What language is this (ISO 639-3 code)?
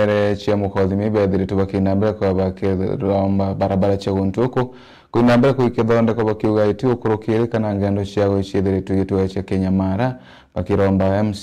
mer